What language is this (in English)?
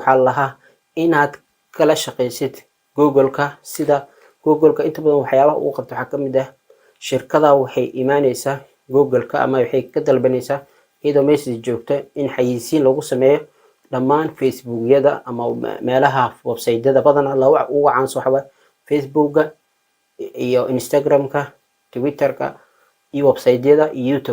Somali